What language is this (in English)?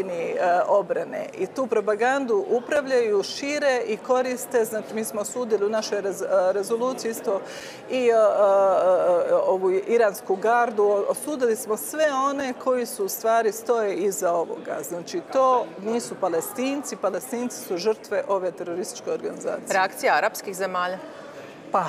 Croatian